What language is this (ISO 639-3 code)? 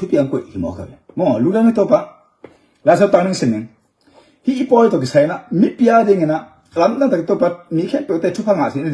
ctd